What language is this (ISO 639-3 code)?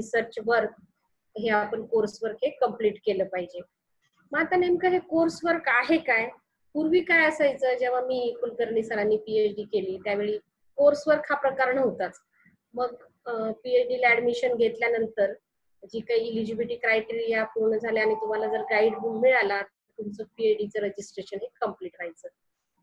mar